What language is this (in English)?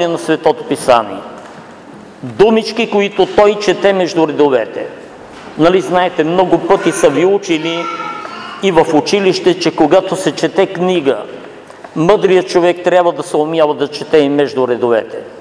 Bulgarian